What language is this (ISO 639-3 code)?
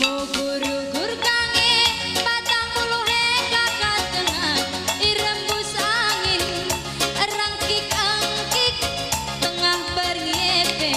btx